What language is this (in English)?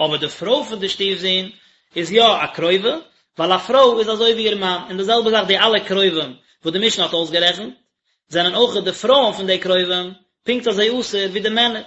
Yiddish